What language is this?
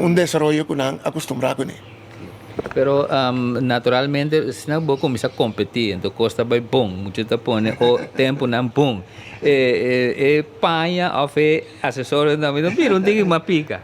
Papiamento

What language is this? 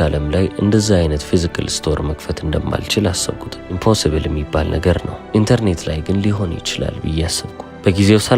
Amharic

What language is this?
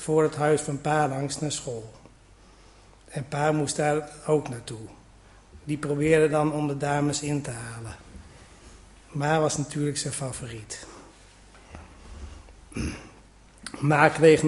Dutch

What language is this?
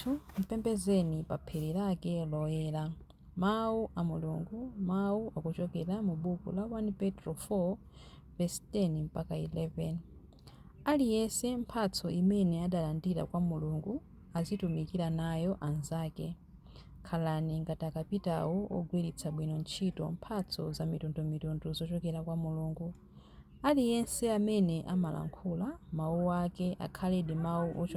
Nyanja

